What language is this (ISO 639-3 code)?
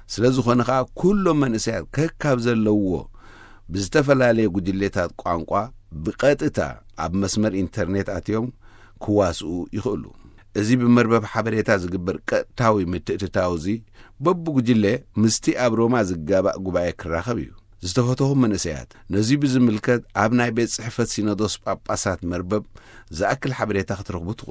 tir